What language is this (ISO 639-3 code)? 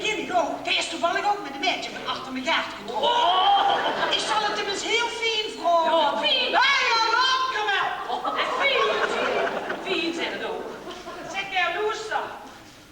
lim